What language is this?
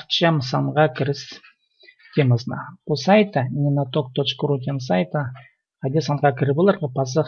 Khakas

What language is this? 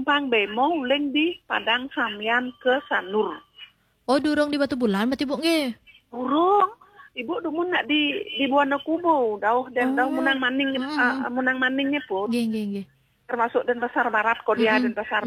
Balinese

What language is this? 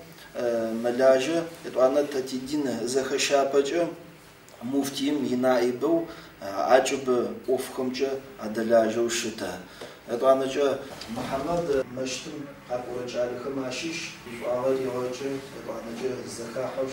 Adyghe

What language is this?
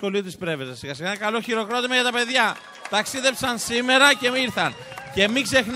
Greek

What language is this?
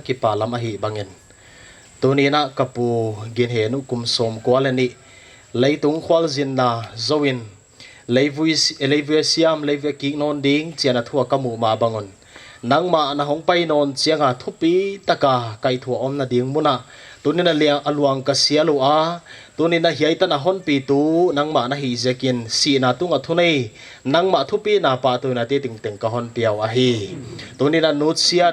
Paite Chin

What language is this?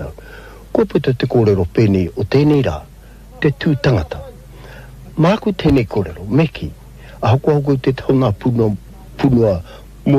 Māori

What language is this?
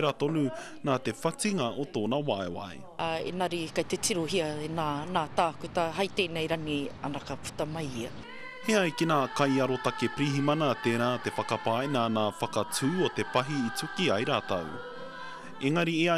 Māori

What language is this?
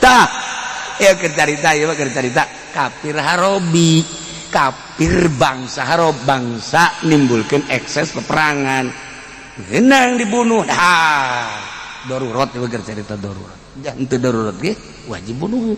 Sundanese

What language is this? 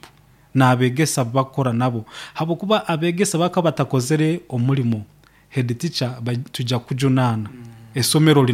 Nyoro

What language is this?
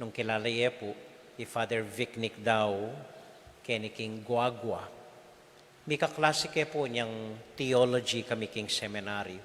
Pampanga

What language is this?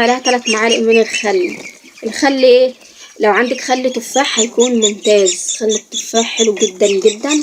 Egyptian Arabic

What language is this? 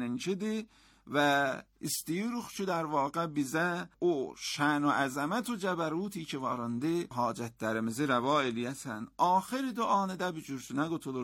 Azerbaijani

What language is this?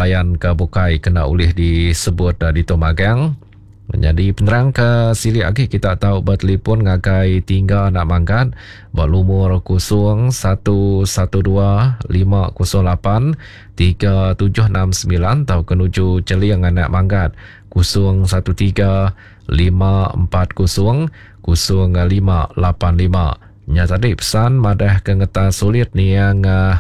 Iban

